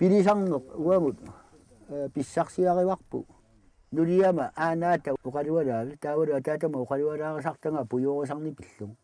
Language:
Kalaallisut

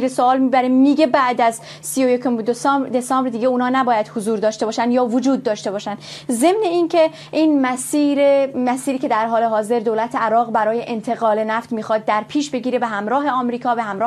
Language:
Persian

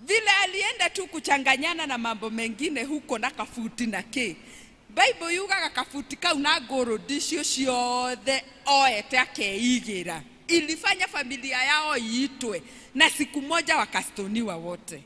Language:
Kikuyu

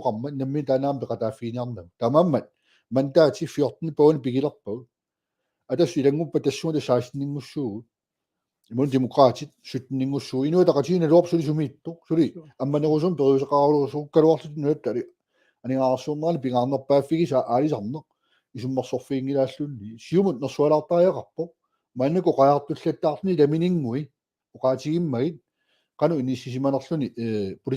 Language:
Kalaallisut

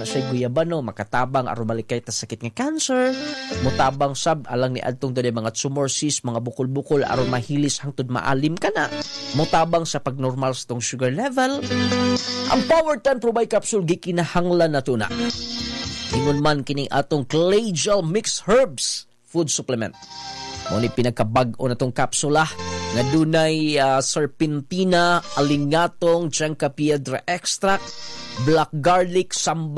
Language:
Cebuano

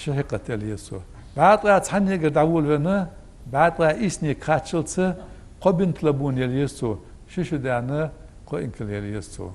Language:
Ingush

